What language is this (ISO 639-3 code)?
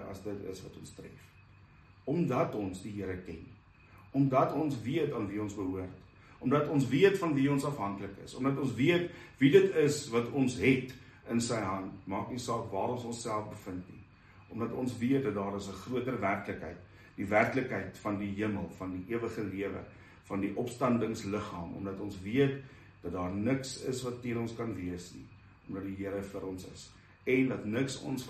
afr